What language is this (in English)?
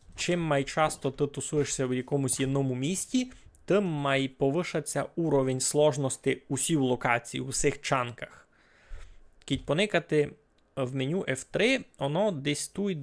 Rusyn